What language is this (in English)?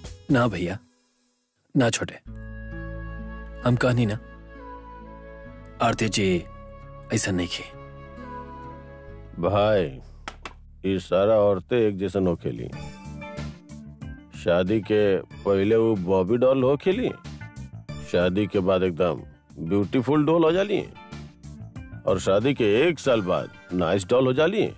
Bhojpuri